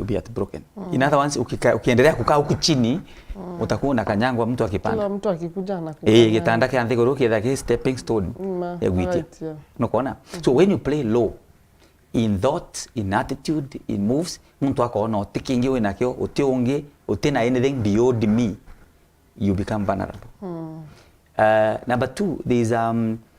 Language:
Meru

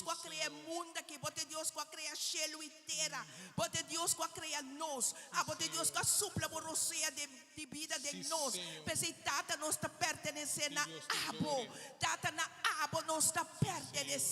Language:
Papiamento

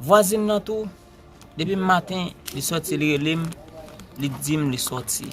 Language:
Haitian Creole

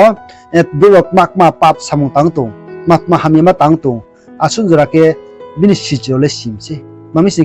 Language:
Riang (India)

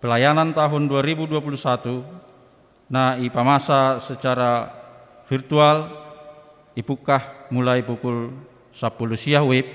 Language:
Batak Simalungun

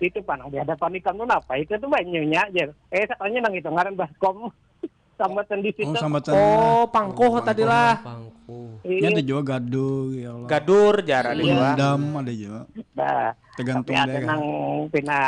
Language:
Banjar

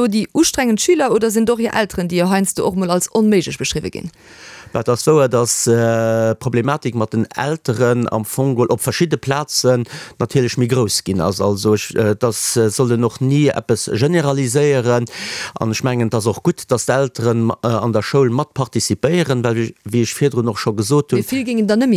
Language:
Luxembourgish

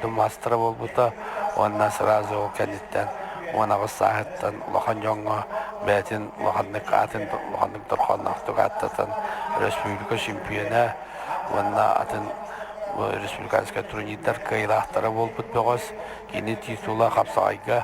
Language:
Yakut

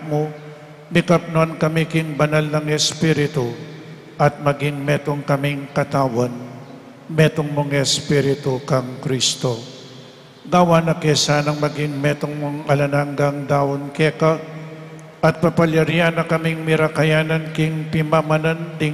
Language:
Pampanga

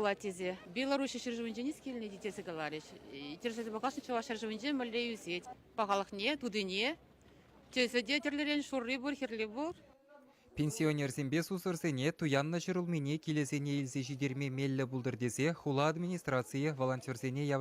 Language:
Chuvash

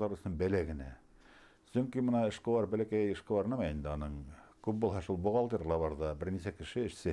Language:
Bashkir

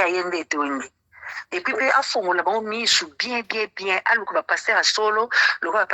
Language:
Lingala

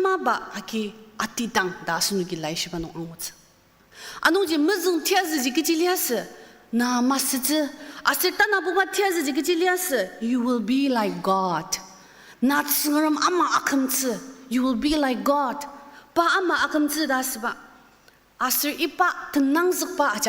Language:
Ao Naga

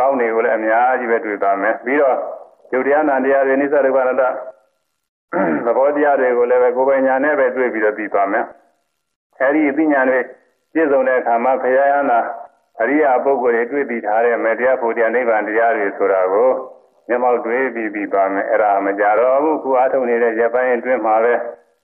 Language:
Burmese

